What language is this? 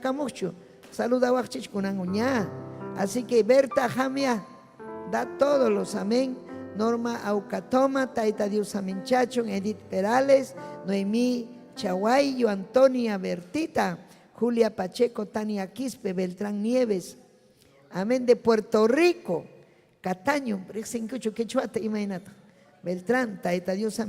Ayacucho Quechua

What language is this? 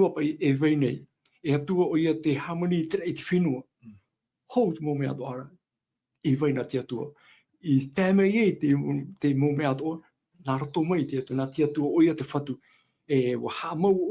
Tahitian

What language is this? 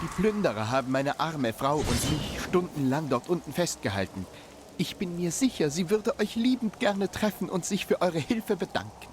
Swiss German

